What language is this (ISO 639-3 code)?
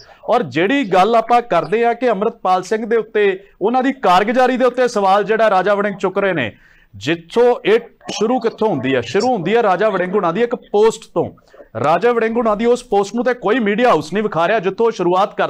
pan